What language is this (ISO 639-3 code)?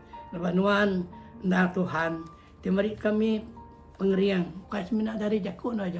iba